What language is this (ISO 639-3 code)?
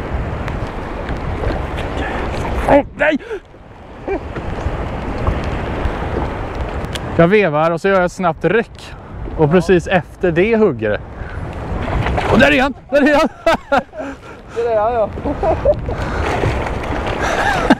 swe